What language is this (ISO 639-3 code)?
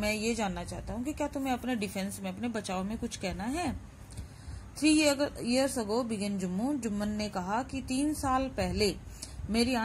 hin